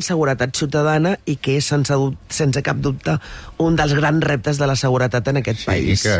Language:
Catalan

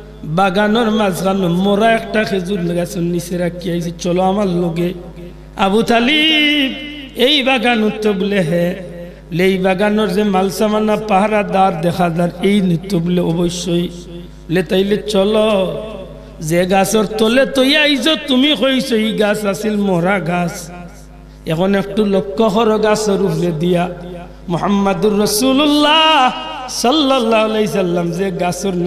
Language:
Sylheti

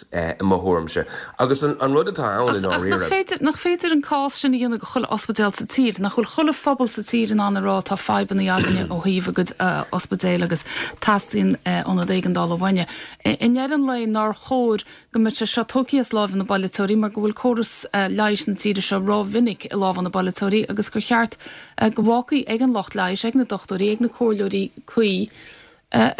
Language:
Irish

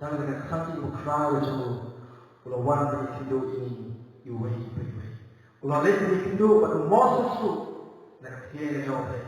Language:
Khasi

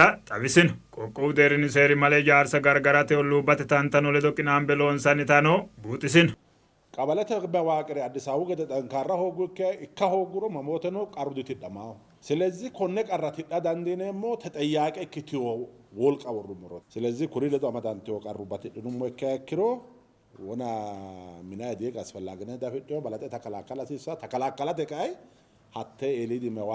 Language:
Sidamo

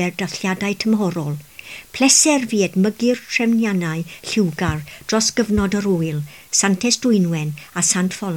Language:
Welsh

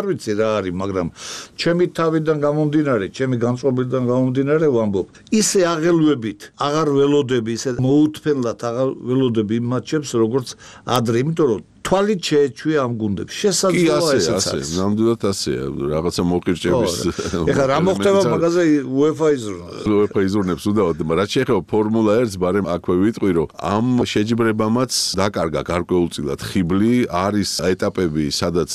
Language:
Georgian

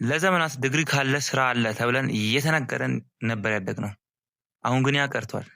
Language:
Amharic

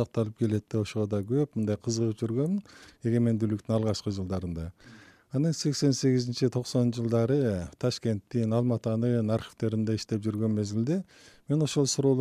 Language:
Kyrgyz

